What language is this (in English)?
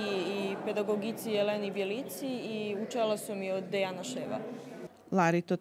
Rusyn